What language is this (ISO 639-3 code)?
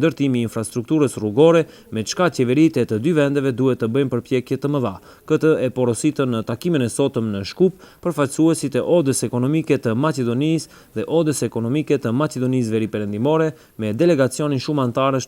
sqi